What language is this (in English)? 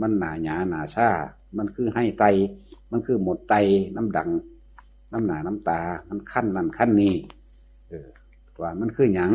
Northeastern Thai